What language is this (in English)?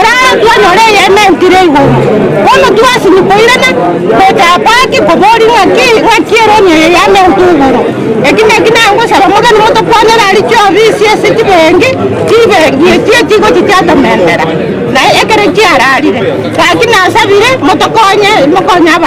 Gusii